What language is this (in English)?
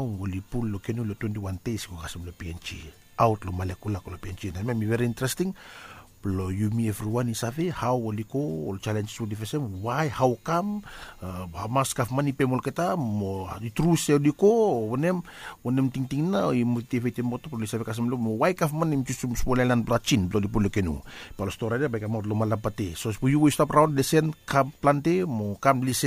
Bislama